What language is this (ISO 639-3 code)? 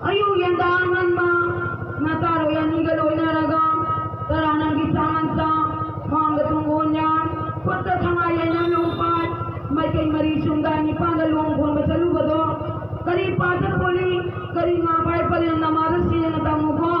mni